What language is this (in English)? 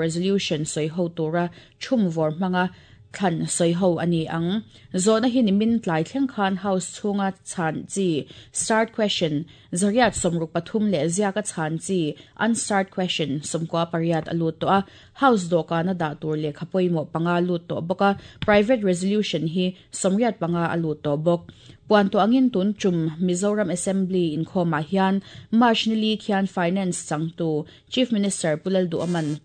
Mizo